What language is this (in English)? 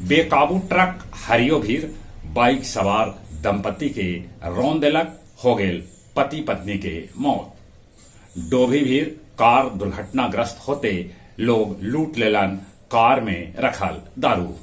Magahi